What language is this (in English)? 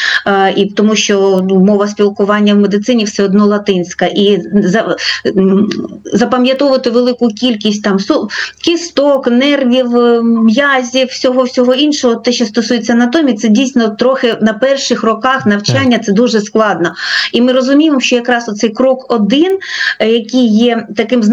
Ukrainian